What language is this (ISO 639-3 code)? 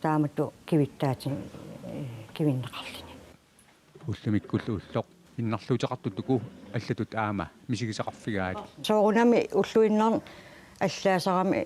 kal